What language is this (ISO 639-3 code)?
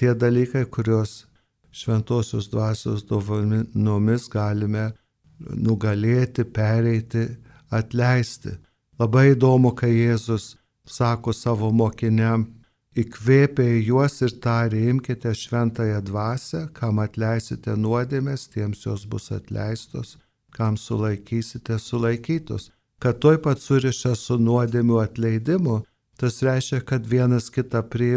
lit